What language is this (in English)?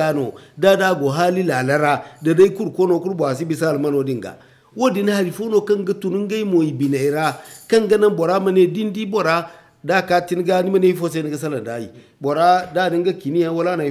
Zarma